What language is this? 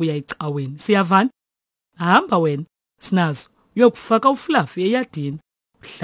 Xhosa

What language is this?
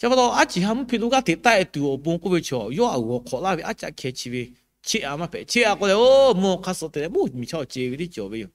Lahu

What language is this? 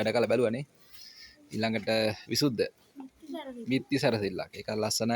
Sinhala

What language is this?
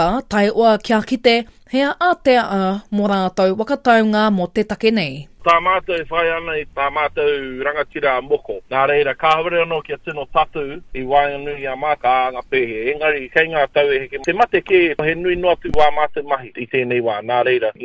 Māori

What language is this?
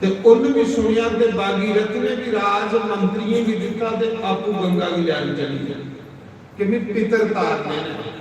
Dogri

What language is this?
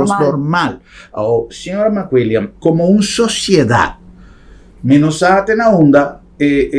Papiamento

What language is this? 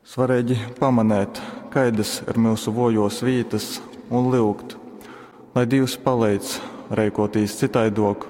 Latgalian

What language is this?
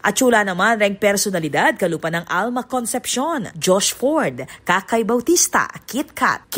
Pampanga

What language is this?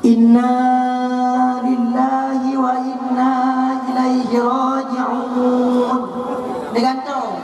Achinese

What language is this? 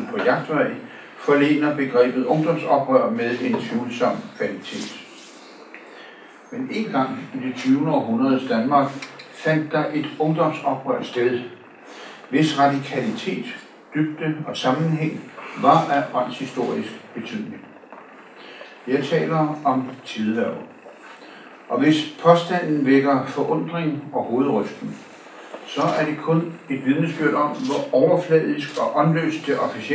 Danish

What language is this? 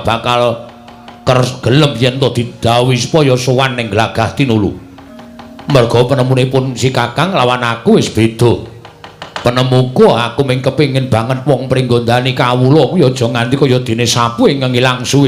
Javanese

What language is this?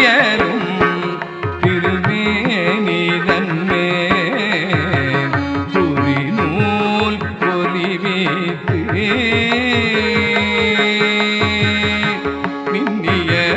Tamil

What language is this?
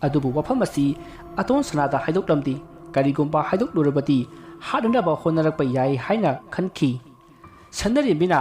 Manipuri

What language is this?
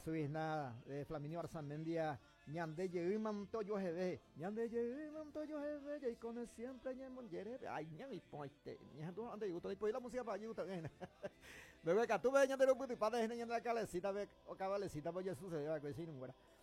Guarani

